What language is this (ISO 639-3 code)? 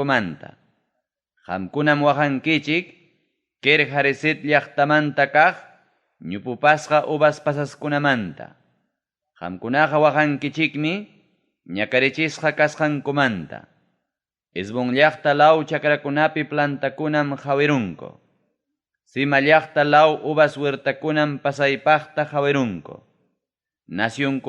quy